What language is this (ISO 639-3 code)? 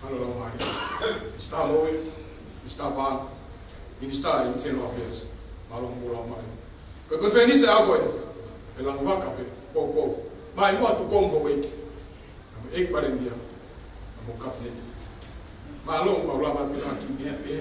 ton